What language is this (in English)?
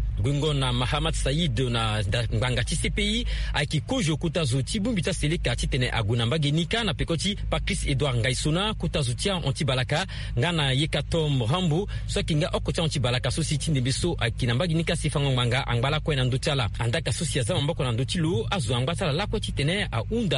Sango